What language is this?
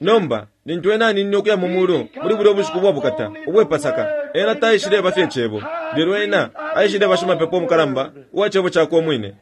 Bemba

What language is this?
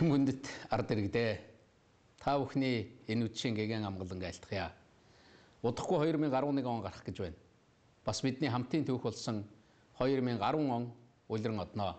Mongolian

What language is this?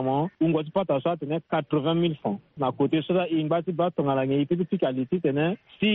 Sango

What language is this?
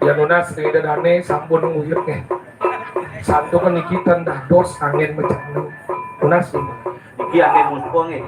Balinese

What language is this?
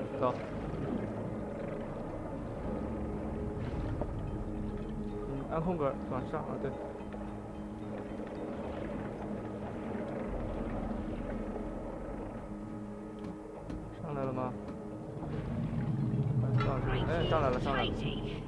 Chinese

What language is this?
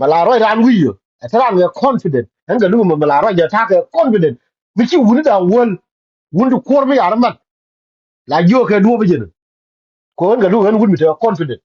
Nuer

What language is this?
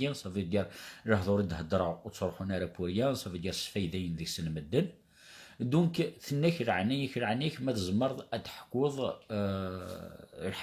Kabyle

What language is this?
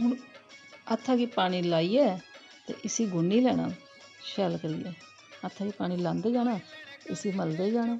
Dogri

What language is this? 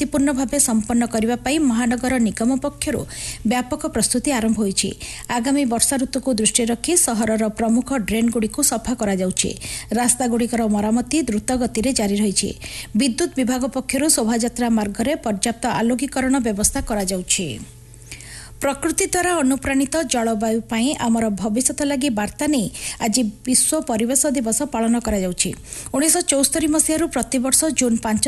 Odia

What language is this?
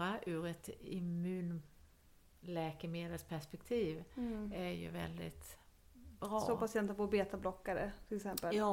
Swedish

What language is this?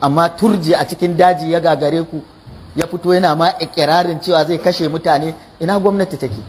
Hausa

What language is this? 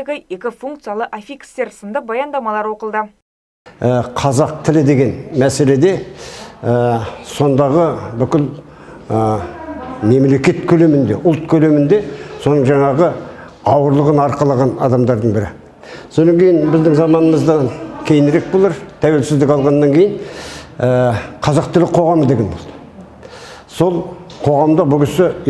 Kazakh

